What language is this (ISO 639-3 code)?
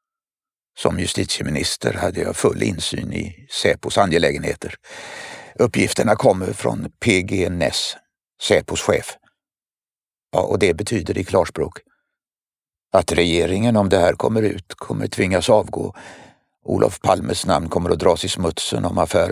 swe